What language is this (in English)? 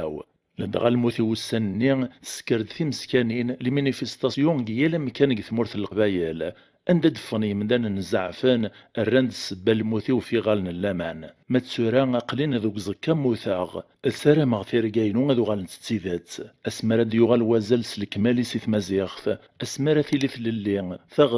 Kabyle